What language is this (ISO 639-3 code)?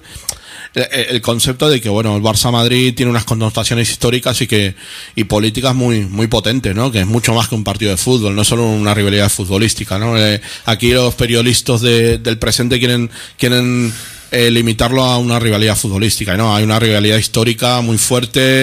spa